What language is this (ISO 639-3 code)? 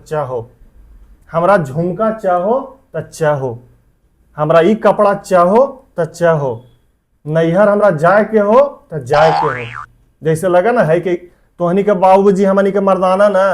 mag